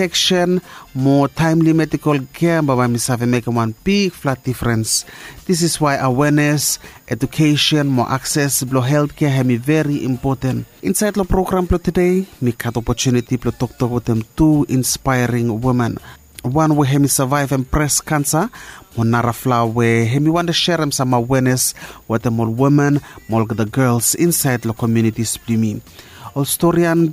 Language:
Bislama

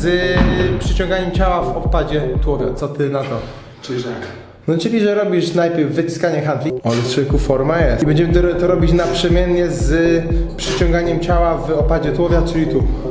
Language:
Polish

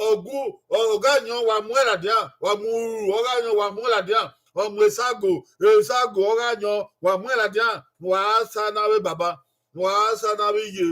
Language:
Bini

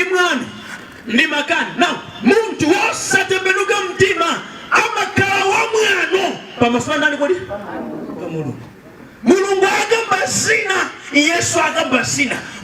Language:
Nyanja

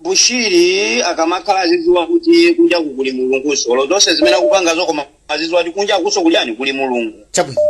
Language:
Nyanja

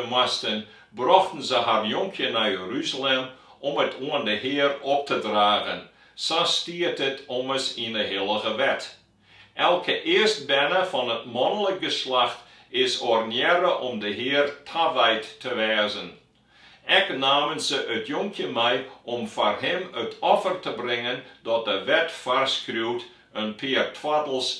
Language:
Western Frisian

